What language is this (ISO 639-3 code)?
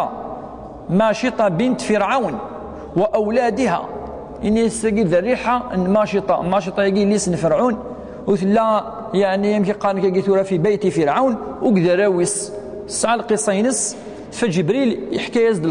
kab